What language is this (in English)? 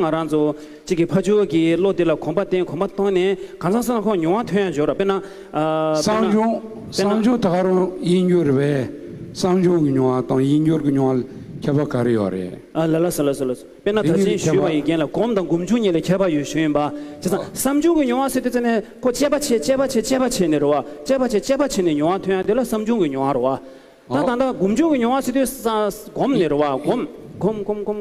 Tibetan